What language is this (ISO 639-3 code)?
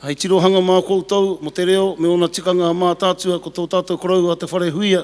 mri